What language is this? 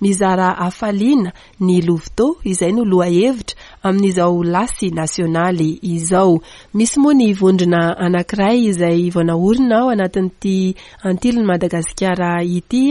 Malagasy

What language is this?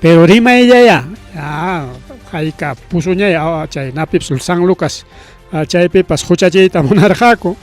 Ayacucho Quechua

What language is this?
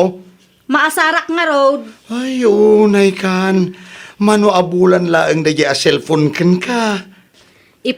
Iloko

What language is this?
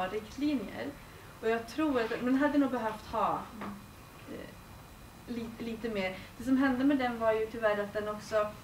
Swedish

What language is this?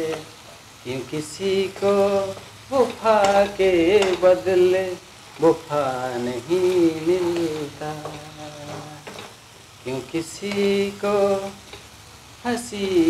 Odia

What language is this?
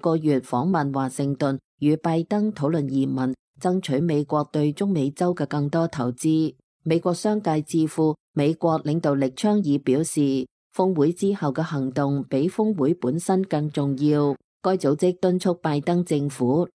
Cantonese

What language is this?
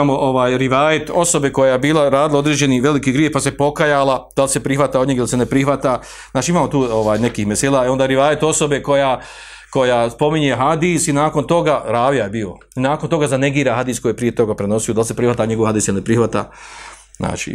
Bosnian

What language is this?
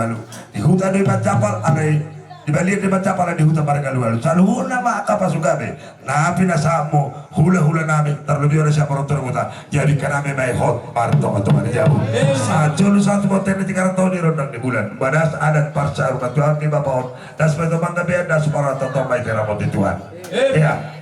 Batak Simalungun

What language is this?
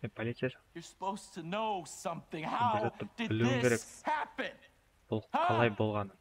Kara-Kalpak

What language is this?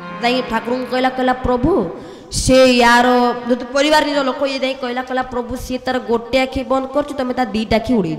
Odia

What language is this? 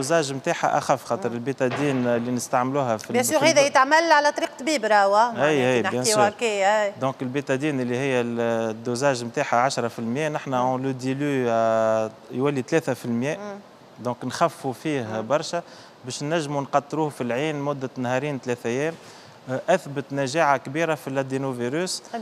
Tunisian Arabic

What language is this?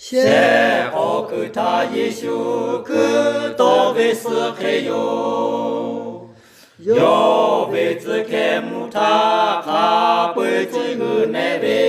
Lahu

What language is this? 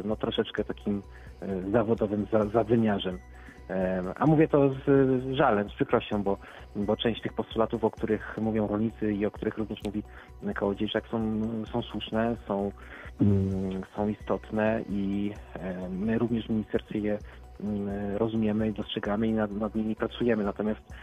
Polish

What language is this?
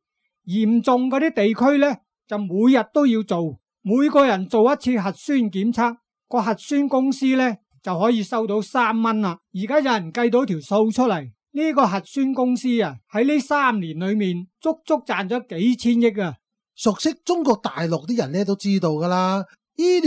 Cantonese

